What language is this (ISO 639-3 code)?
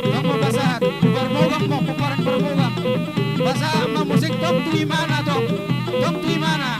bbc